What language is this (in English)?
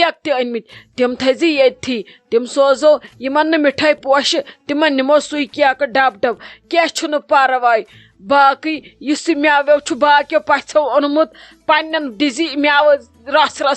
Kashmiri